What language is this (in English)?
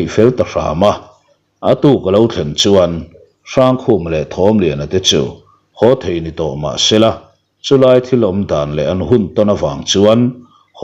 Mizo